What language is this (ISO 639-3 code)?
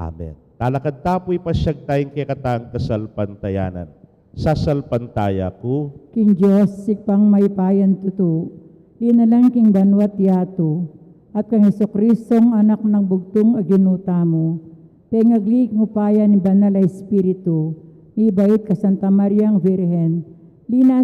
pam